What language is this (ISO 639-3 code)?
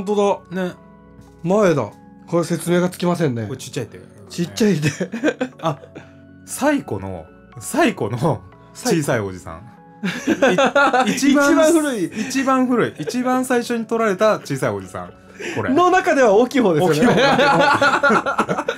jpn